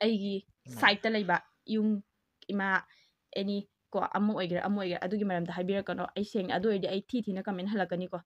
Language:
Manipuri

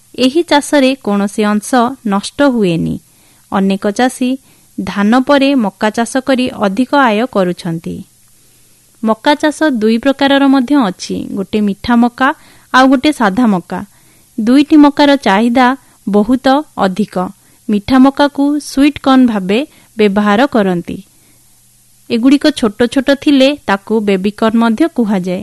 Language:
Odia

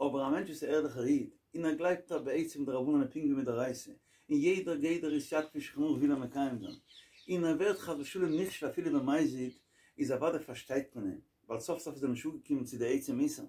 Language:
Yiddish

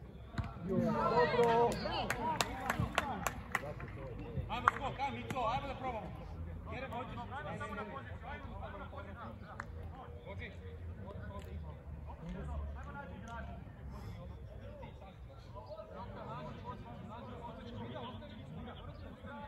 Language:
Serbian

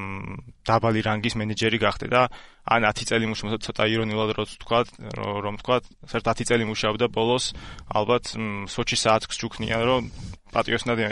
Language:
Georgian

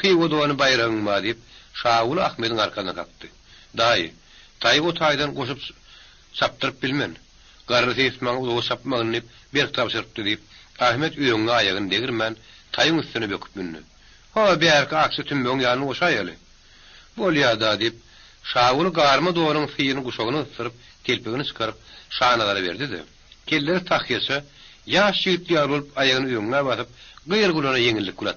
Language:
Turkmen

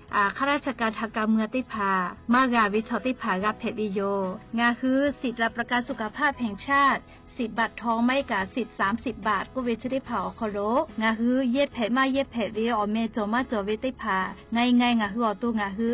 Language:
Lahu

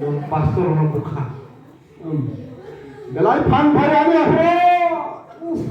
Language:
Kok Borok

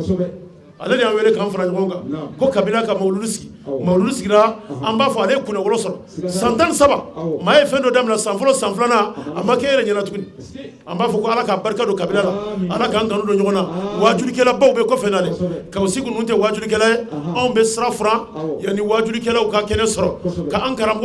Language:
Bambara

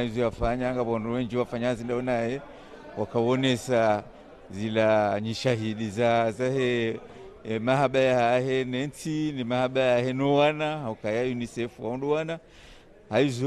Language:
Ngazidja Comorian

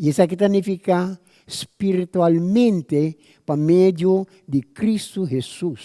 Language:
Papiamento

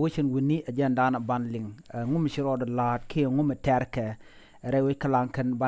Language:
Nuer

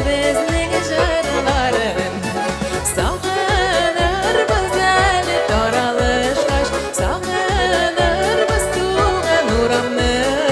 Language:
Tatar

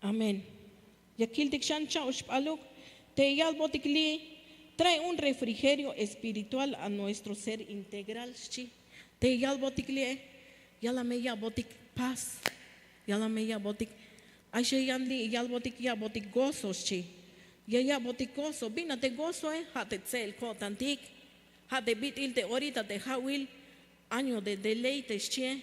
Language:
Tzeltal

